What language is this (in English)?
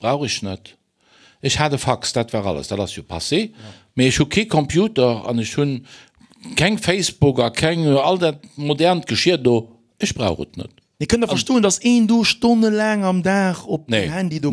Luxembourgish